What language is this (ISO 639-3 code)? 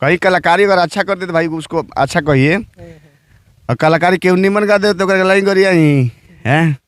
bho